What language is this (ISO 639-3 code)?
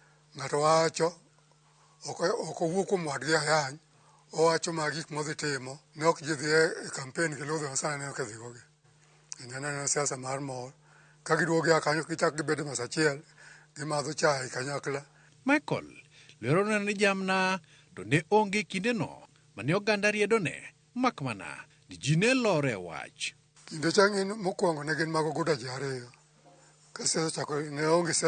luo